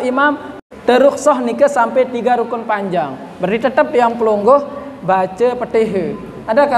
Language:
Sasak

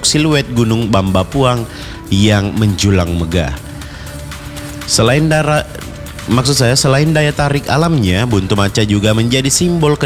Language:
Indonesian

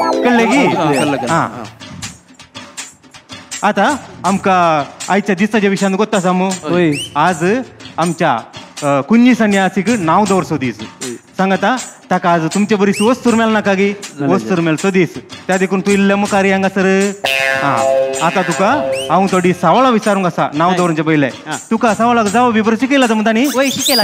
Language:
Konkani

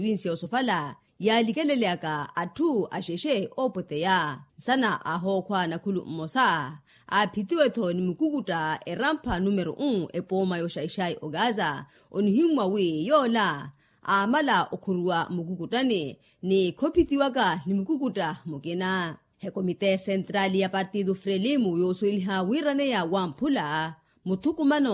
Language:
Makhuwa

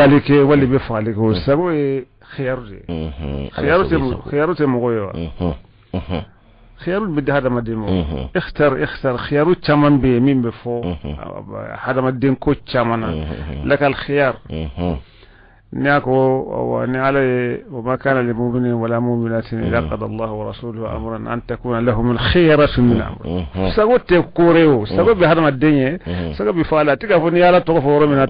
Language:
Bambara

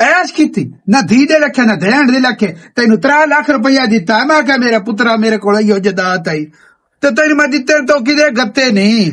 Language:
Western Panjabi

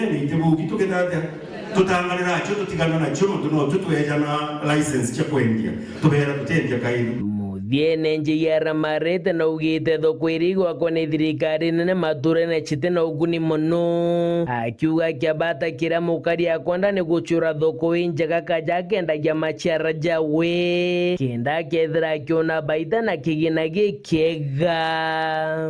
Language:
Meru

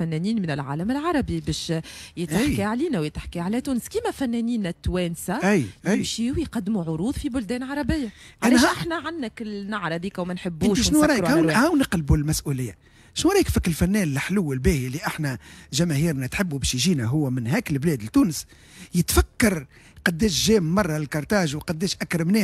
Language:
Tunisian Arabic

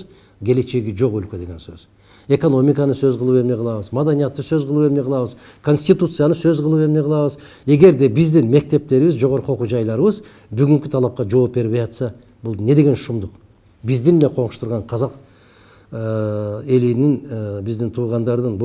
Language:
Kyrgyz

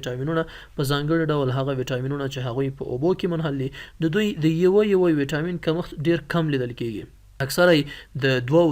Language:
Pashto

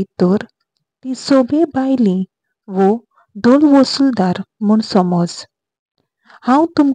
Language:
Konkani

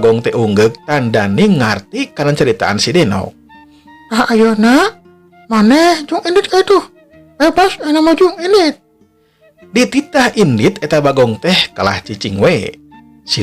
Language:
Sundanese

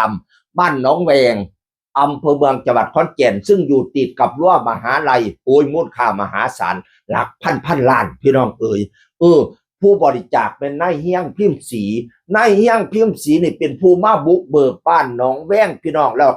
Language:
Northeastern Thai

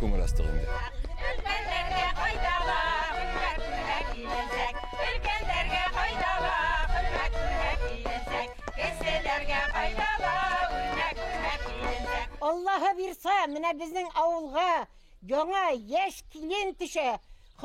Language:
Bashkir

